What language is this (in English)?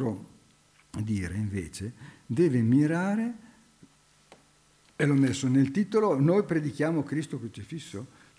Italian